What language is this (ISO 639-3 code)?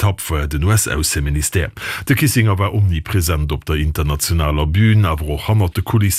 ltz